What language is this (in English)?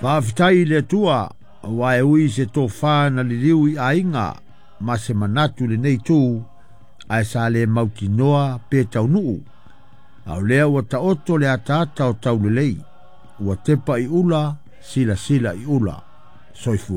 Samoan